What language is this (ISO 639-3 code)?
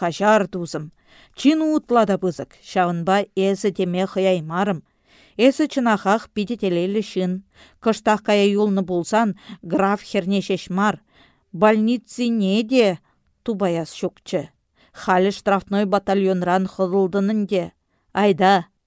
chv